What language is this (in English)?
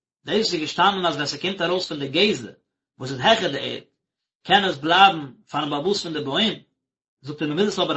Yiddish